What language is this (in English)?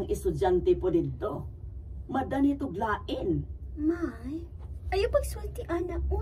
Cebuano